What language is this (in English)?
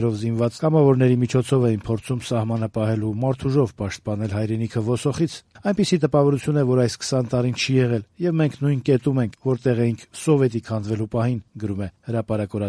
Armenian